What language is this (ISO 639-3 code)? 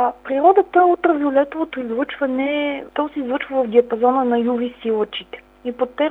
bul